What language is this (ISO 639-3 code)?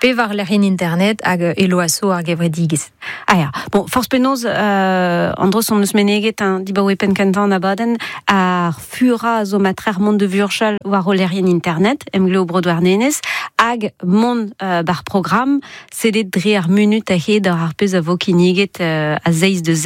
bre